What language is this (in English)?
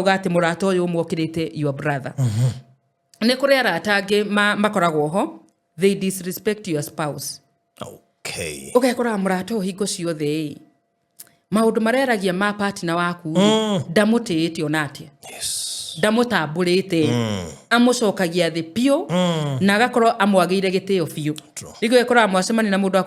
Kikuyu